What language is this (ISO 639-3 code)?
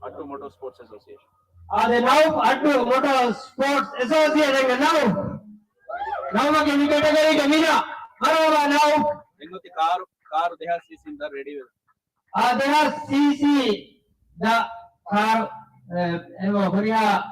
div